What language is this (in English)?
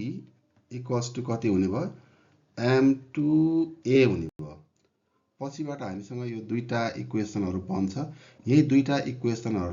Nepali